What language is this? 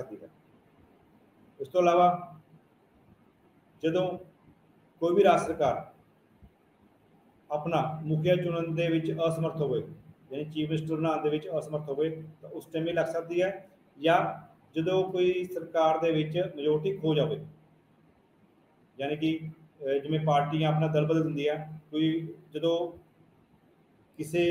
Punjabi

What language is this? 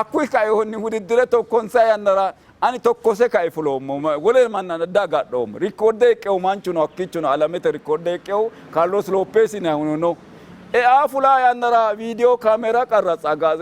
Sidamo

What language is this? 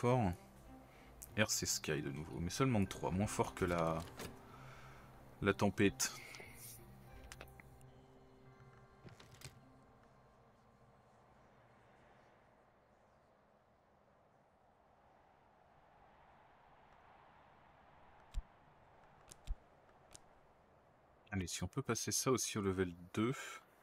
French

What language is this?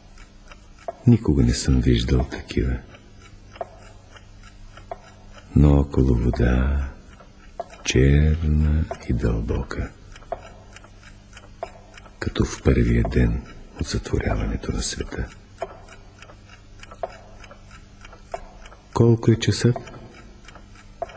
Bulgarian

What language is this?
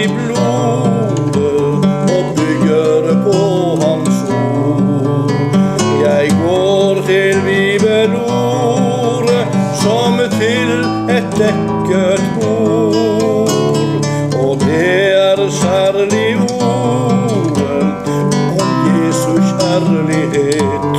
Norwegian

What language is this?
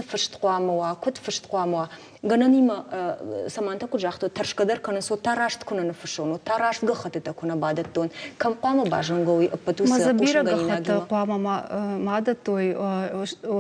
Ossetic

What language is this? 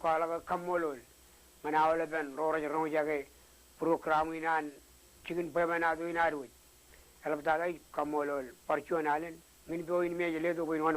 Marshallese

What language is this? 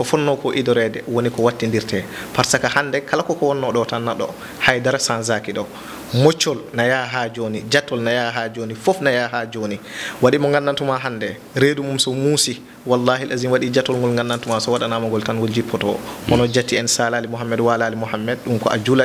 Fula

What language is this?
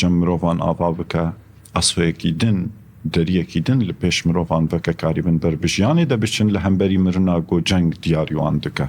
Kurdish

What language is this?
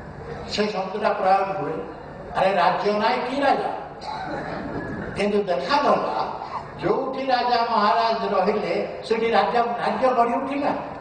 Odia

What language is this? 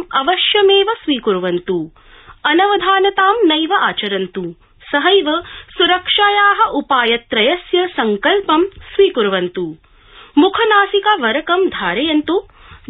Sanskrit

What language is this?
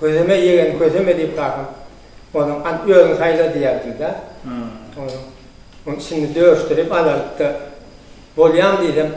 Turkmen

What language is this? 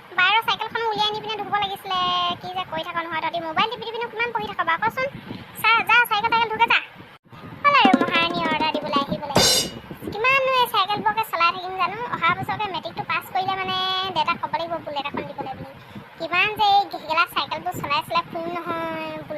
Assamese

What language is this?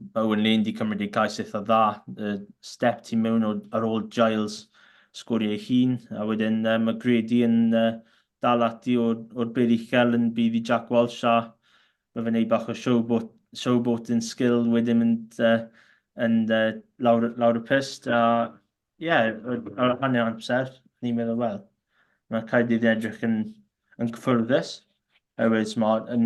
Welsh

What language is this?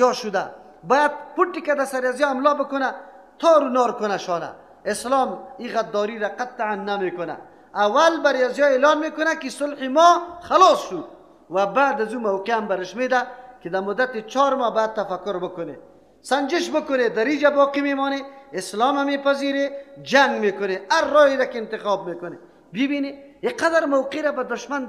Persian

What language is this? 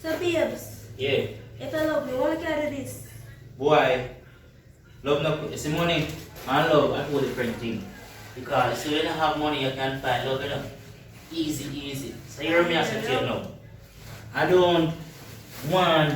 Jamaican Creole English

